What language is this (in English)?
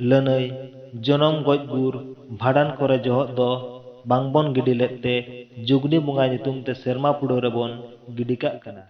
Santali